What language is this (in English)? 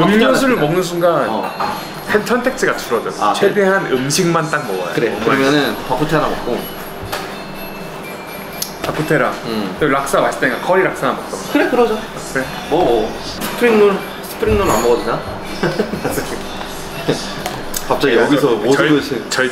Korean